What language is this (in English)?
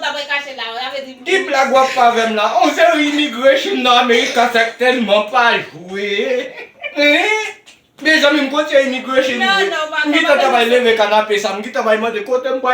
Haitian Creole